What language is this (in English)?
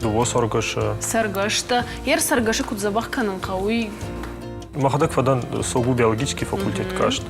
Ossetic